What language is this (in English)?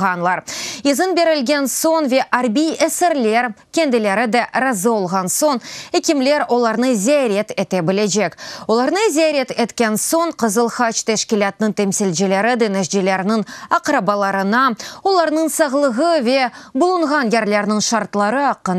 Crimean Tatar